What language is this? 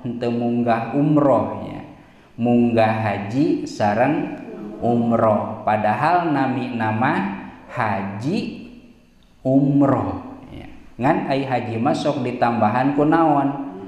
Sundanese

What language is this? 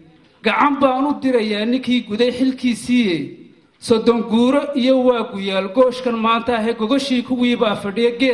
Somali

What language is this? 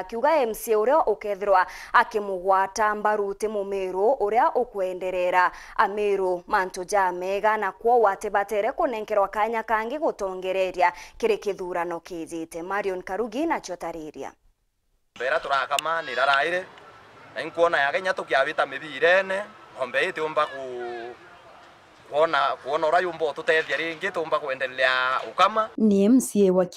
Meru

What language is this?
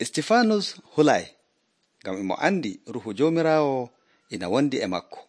Nigerian Fulfulde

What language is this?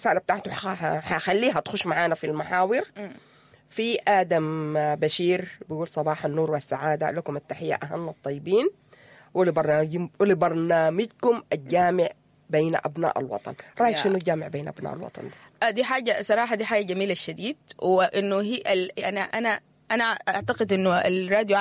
Sudanese Arabic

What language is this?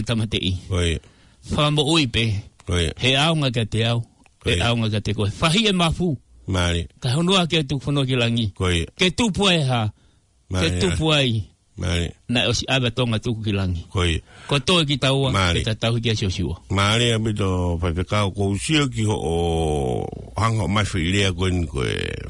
Tongan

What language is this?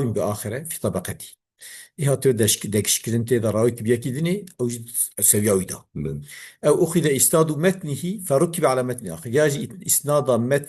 Kurdish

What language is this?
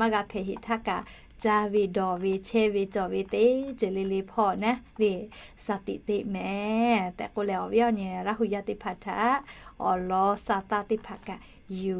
Lahu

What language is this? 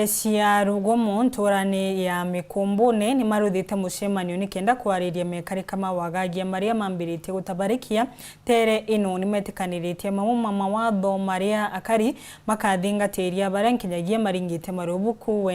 Meru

